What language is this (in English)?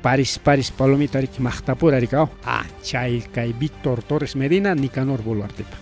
Ayacucho Quechua